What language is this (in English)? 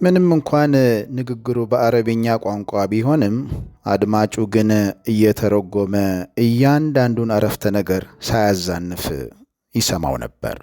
Amharic